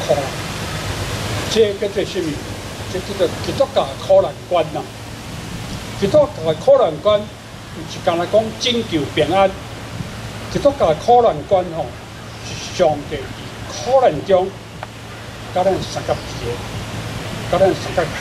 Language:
Min Nan Chinese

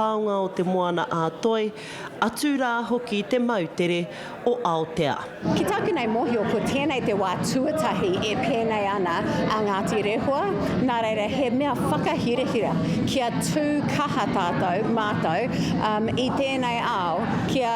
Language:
Māori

